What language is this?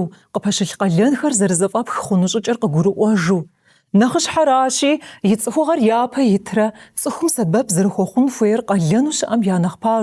Kabardian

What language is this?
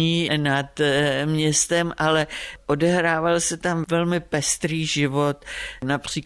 Czech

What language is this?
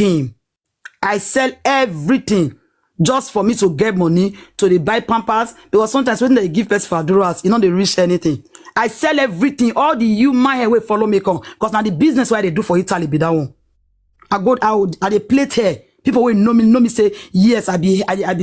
Nigerian Pidgin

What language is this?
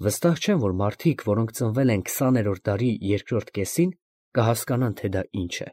Armenian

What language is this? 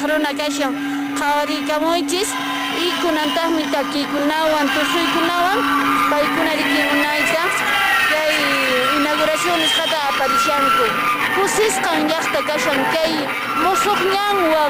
Quechua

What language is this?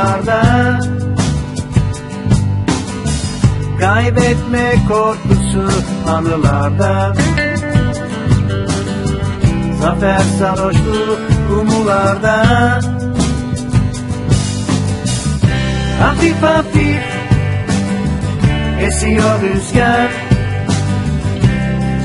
Turkish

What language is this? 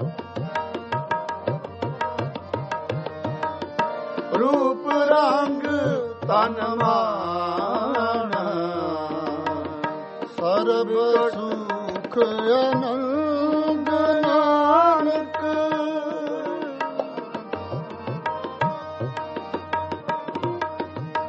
Punjabi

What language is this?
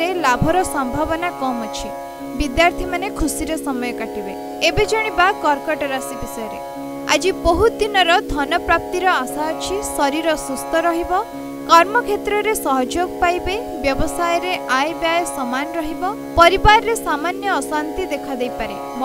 Odia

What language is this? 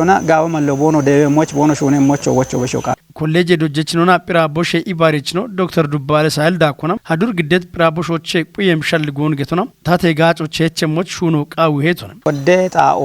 Kafa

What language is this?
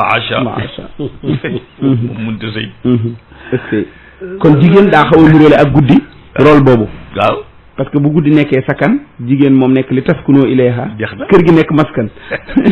Wolof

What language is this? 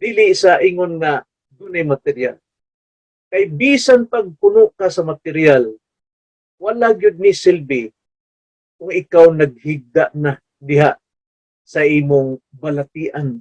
Cebuano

